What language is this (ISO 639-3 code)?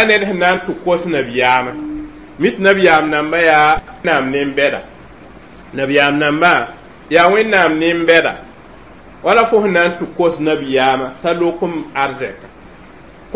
mos